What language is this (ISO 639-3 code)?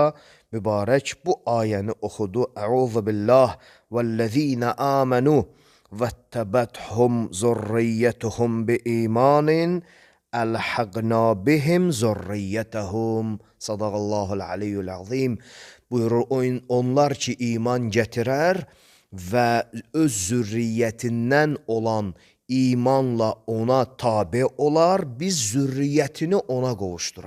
aze